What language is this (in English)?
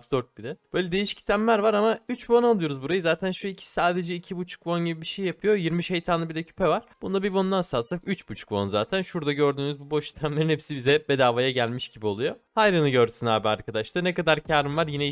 Turkish